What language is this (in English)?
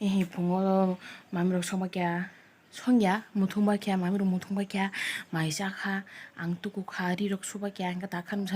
Kok Borok